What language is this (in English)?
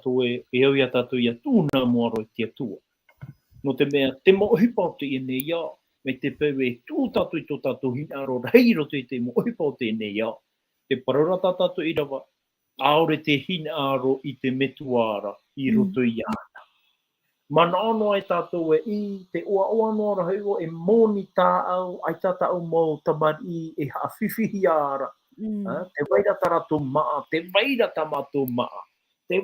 Tahitian